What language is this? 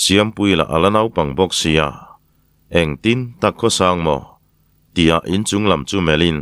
Mizo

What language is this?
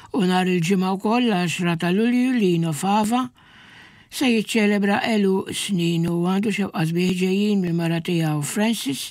Maltese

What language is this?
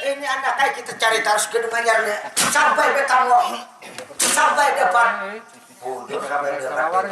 Banjar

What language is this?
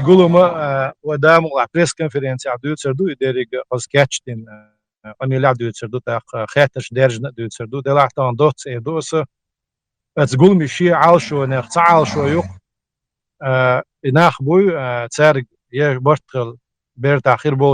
Chechen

